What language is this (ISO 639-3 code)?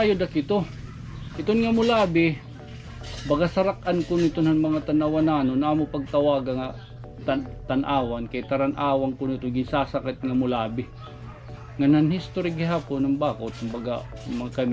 war